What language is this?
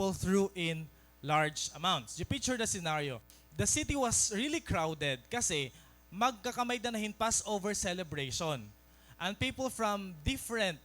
Waray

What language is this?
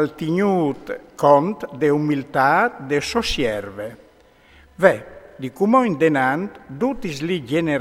Friulian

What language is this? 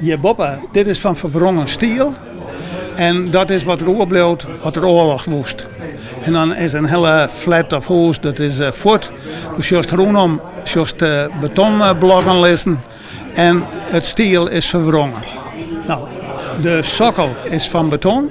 Western Frisian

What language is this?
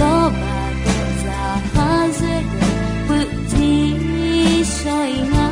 Akha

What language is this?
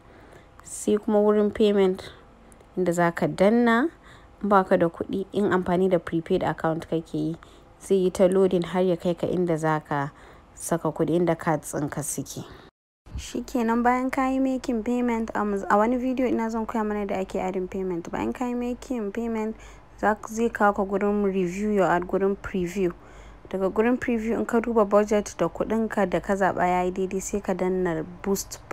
Hausa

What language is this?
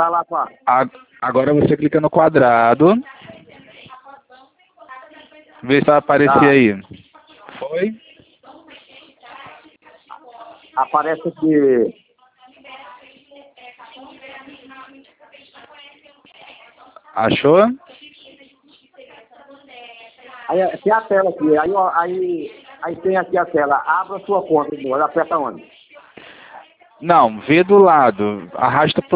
Portuguese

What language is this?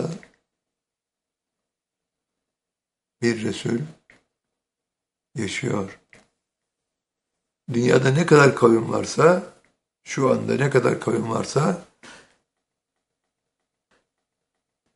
Turkish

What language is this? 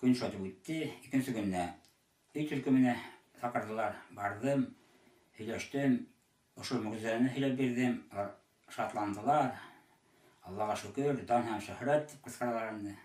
Bashkir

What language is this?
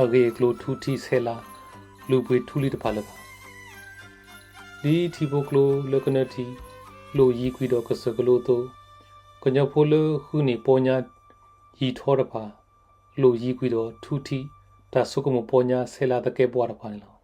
S'gaw Karen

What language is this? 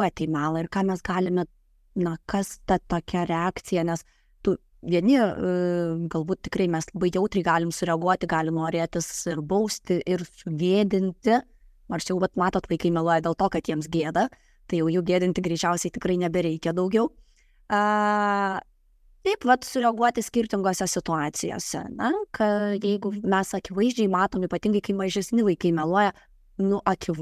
Lithuanian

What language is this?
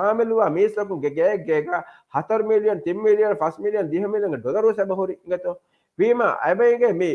Divehi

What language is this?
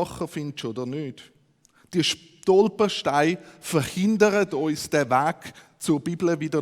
Swiss German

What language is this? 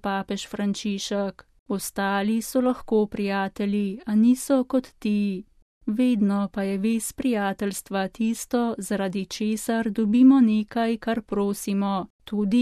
Slovenian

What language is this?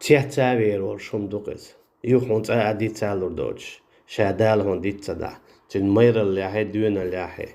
Chechen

